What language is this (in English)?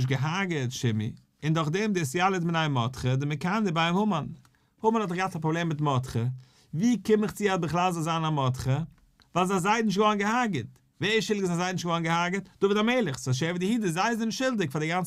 Yiddish